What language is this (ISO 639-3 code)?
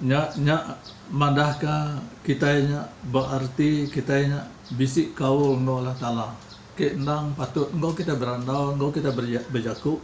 iba